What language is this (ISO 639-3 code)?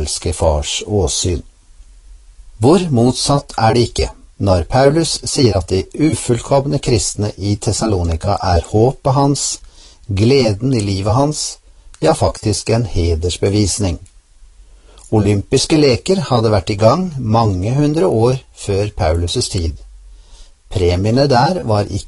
nor